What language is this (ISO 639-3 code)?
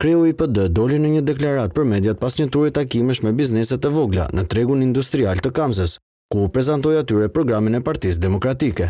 sqi